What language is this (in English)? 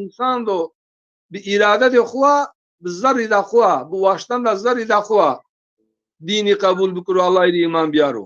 Zaza